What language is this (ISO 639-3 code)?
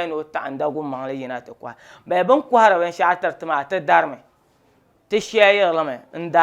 dag